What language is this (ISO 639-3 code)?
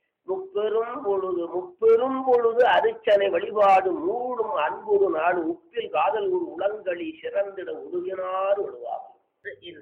tam